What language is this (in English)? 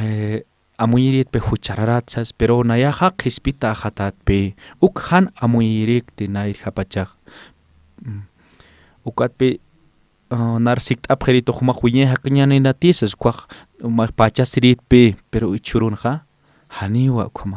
Aymara